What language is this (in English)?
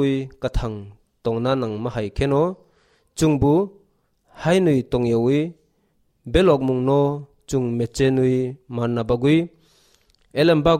Kok Borok